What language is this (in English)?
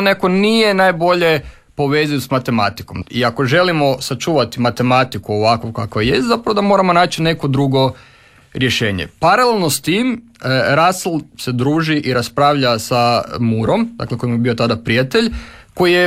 Croatian